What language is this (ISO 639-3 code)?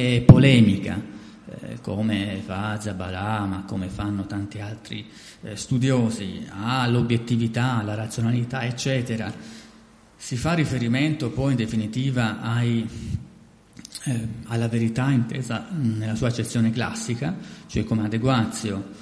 ita